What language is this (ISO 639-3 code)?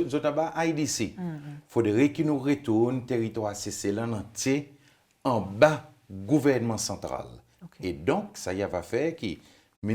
crs